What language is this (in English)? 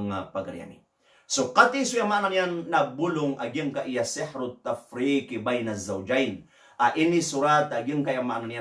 Maranao